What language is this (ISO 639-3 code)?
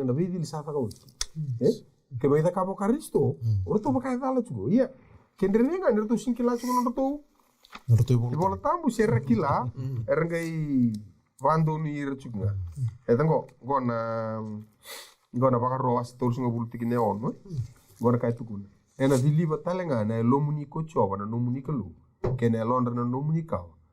fij